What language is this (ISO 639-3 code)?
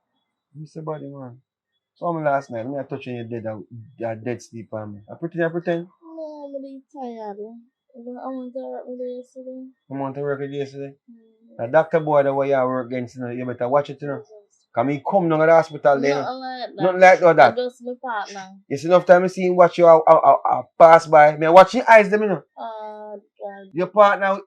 jam